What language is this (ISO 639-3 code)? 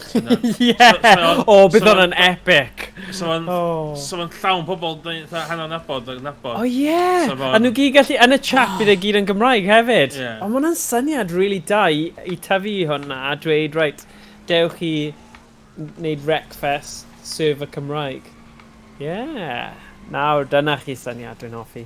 cym